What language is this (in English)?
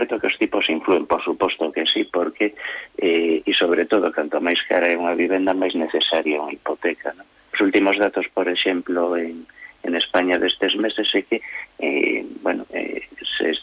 Galician